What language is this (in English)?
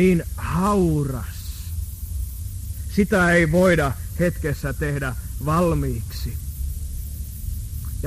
Finnish